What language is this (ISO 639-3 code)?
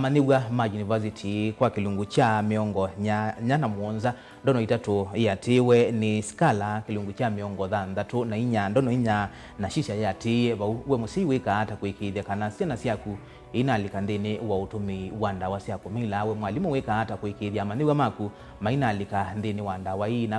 kam